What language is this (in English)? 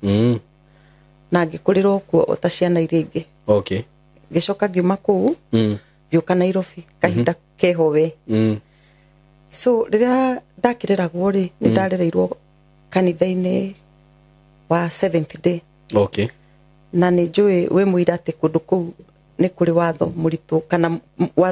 Kikuyu